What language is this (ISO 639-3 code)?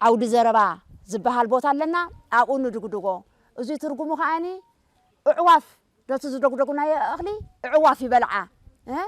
tir